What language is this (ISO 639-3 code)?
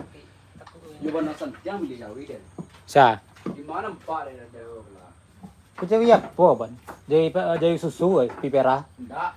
min